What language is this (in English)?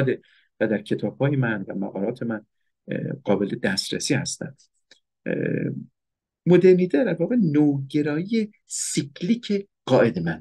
Persian